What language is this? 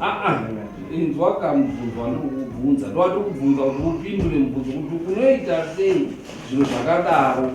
Shona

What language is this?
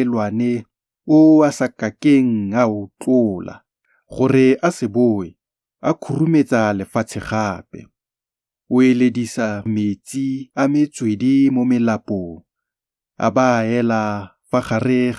Tswana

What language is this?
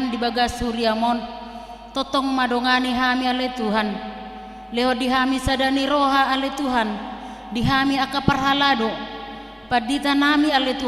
Batak Toba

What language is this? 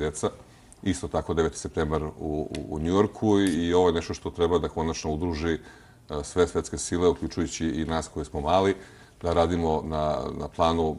Serbian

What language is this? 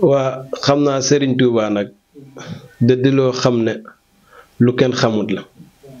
Wolof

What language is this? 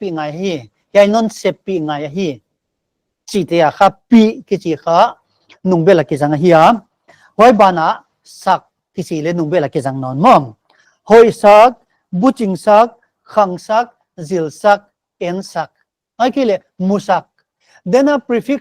Paite Chin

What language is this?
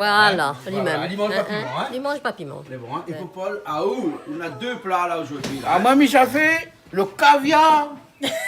Réunion Creole French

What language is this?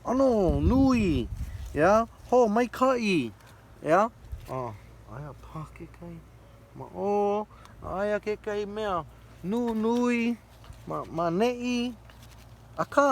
Hawaiian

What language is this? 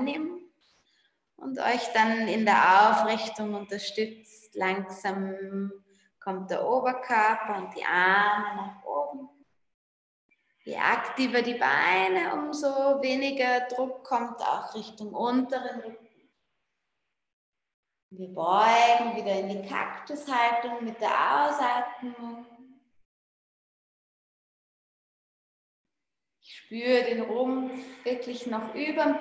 German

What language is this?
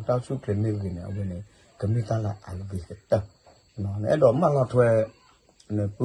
S'gaw Karen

